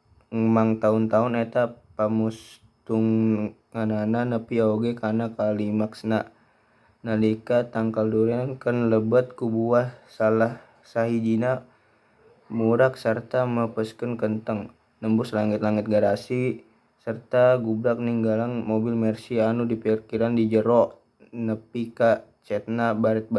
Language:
Sundanese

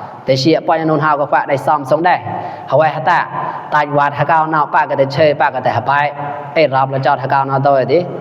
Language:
Mon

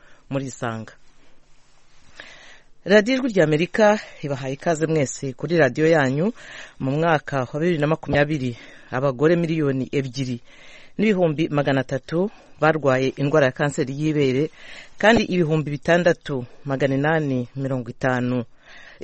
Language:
Kinyarwanda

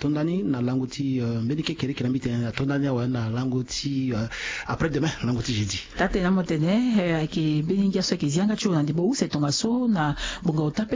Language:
Sango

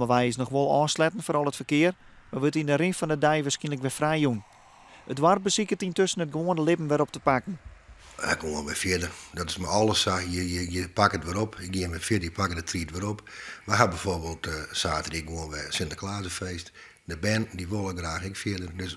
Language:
Western Frisian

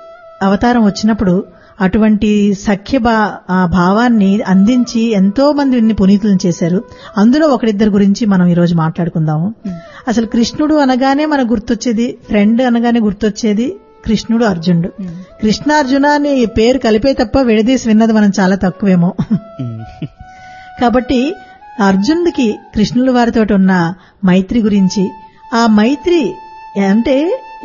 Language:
Telugu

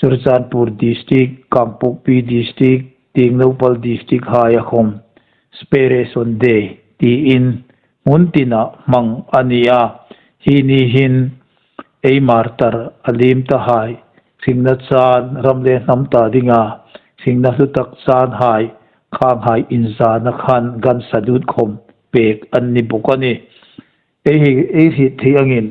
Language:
Hmar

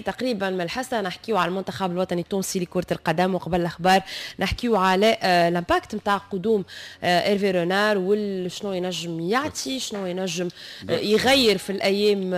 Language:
Tunisian Arabic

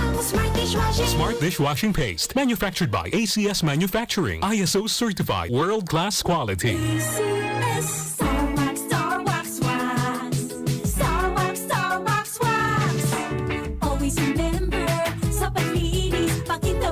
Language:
Bikol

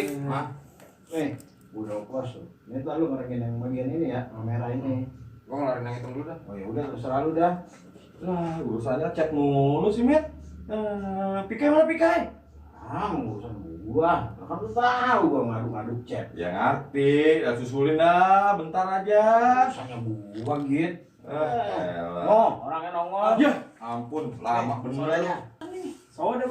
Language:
Betawi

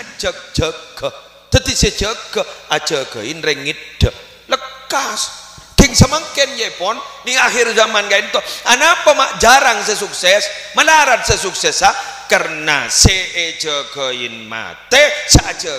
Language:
Madurese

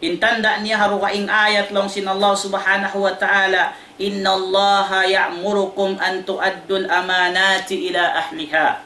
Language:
Tausug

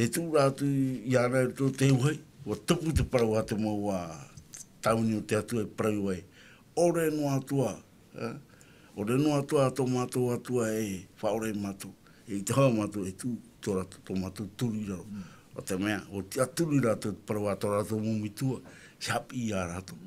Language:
Tahitian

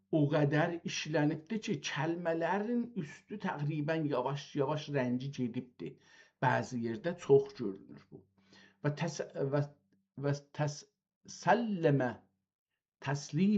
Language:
South Azerbaijani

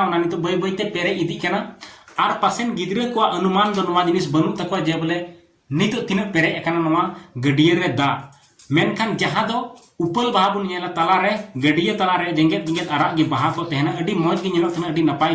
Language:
Santali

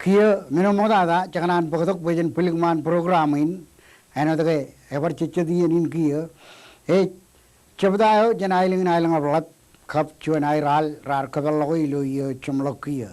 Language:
Marshallese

